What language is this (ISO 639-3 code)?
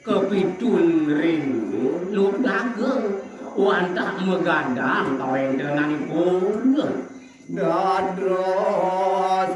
ban